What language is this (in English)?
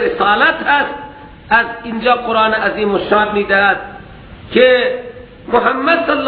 Persian